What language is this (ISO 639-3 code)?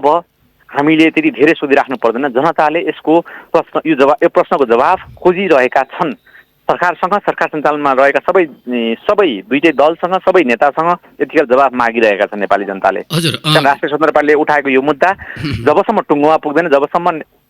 nep